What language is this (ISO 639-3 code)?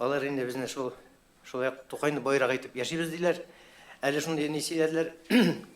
tat